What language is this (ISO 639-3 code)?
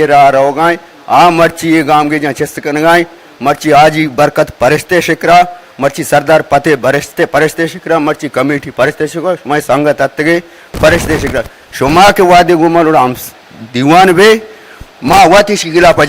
bal